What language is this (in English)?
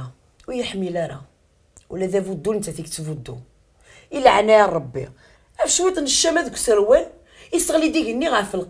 Kabyle